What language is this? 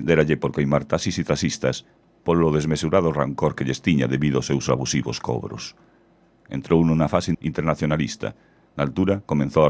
Galician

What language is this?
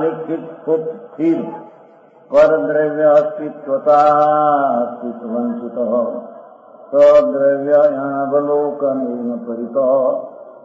Gujarati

